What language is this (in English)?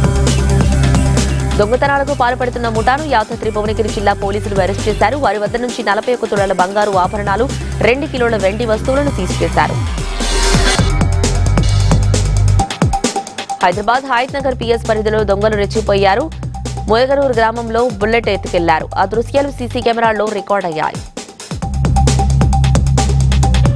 Telugu